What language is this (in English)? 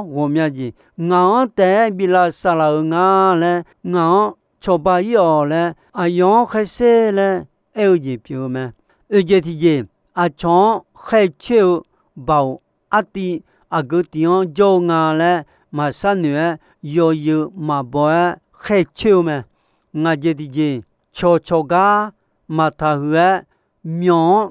Akha